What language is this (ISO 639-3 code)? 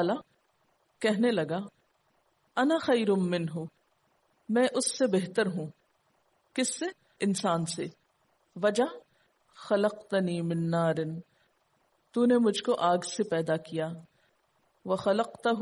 urd